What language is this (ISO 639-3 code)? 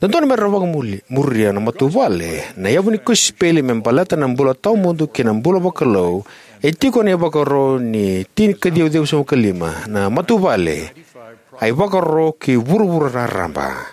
fij